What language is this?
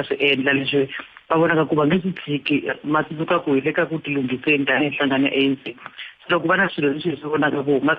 Tsonga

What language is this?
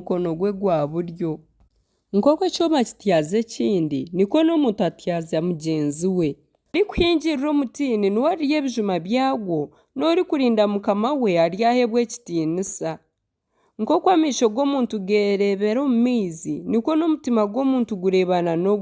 Nyankole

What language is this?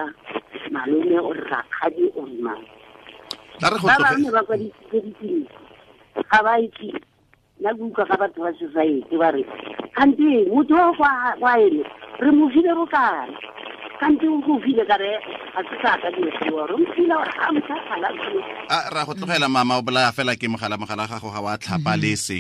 Tswana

